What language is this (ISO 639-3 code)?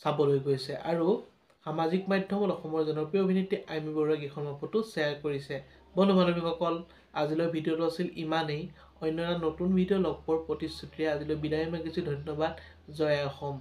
asm